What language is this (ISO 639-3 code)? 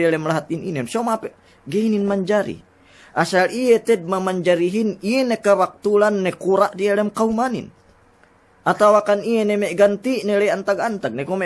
yka